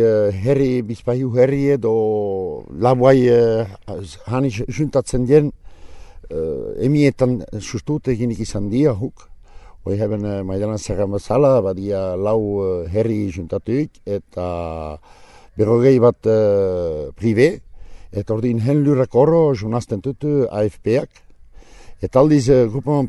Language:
Basque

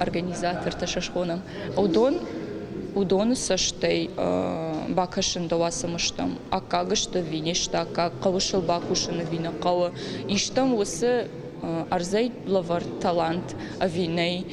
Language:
Ossetic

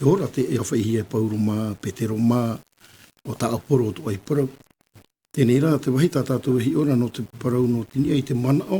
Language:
Tahitian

